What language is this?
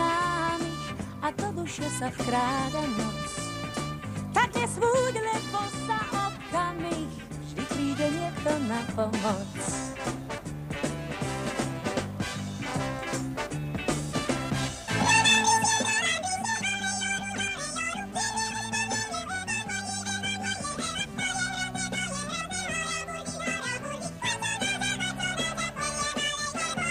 Slovak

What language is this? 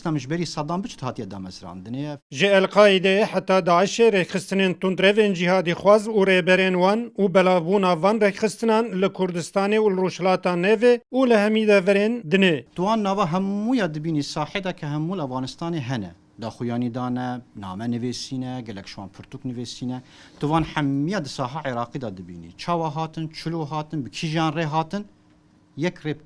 Kurdish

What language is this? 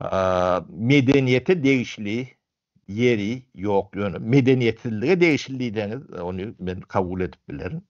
Turkmen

